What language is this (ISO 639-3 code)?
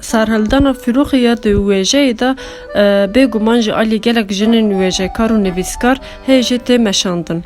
kur